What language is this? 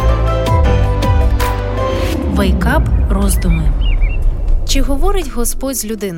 Ukrainian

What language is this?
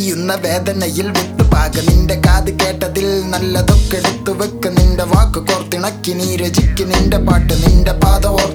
Malayalam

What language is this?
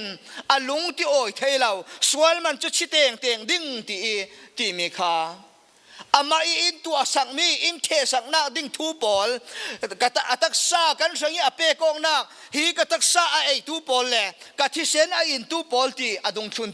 Falam Chin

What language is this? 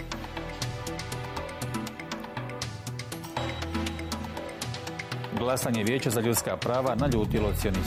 Bosnian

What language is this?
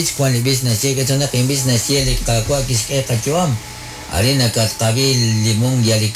Kekchí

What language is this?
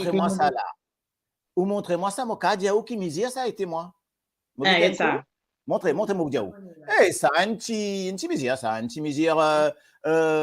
Morisyen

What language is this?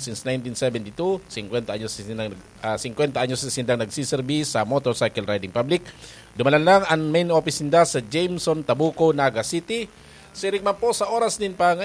Bikol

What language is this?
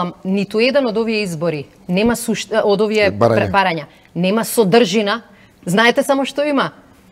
Macedonian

